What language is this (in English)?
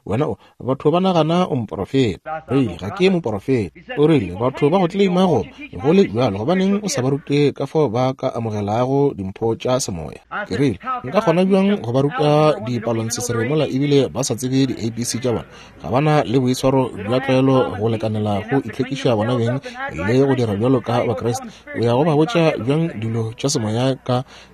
Northern Sotho